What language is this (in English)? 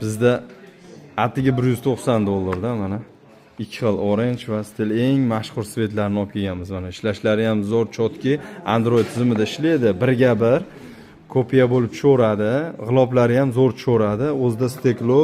Uzbek